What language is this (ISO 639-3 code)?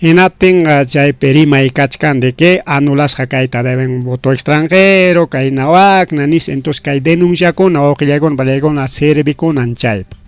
quy